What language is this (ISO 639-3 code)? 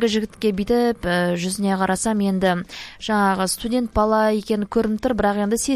kaz